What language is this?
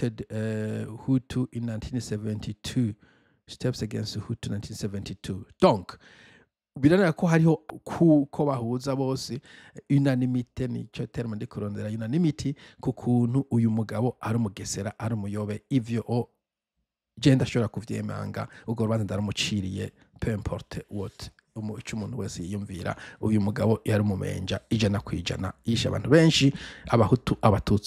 Rundi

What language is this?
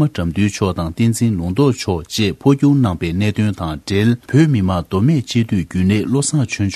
Tibetan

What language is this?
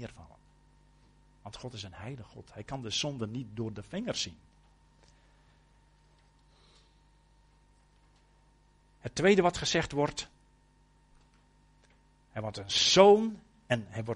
Dutch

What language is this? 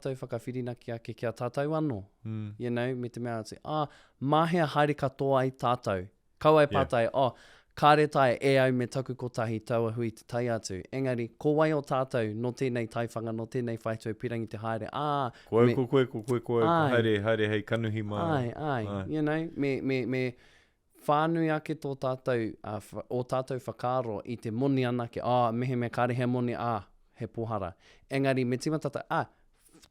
Māori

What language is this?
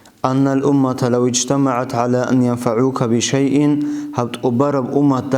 Avaric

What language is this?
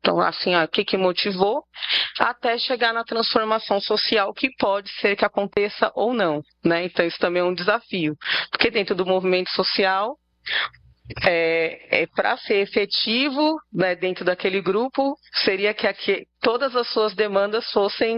Portuguese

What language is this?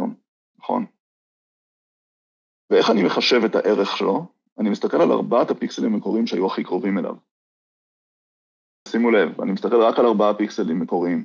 Hebrew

